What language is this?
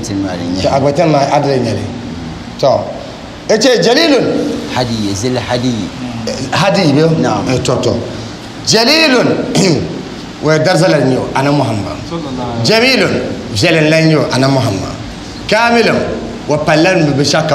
Dagbani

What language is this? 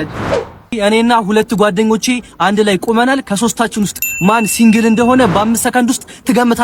Amharic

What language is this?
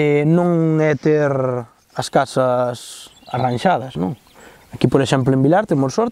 Galician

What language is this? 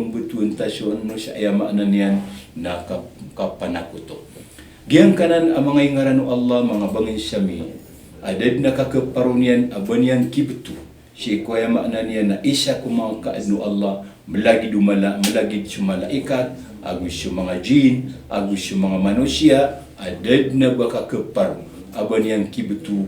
Maranao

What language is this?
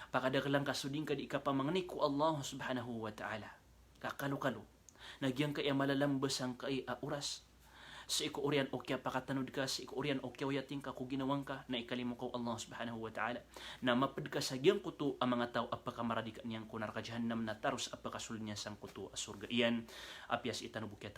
Maranao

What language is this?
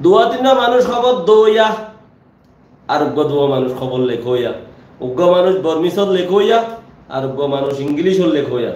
Rohingya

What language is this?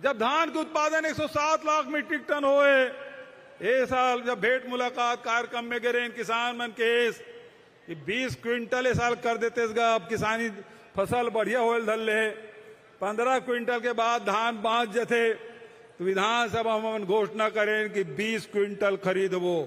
Chhattisgarhi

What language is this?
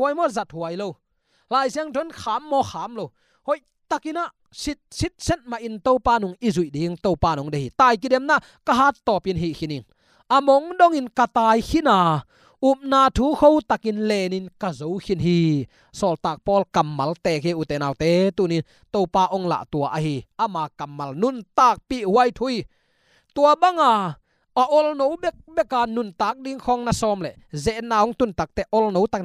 Tedim Chin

